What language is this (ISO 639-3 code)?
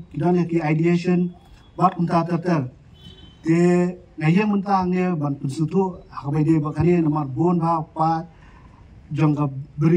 kha